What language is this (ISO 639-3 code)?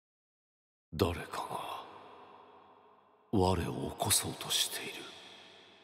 jpn